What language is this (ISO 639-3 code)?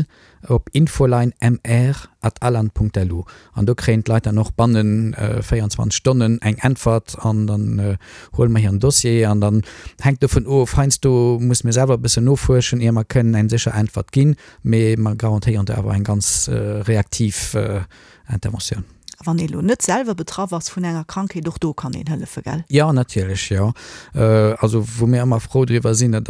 ltz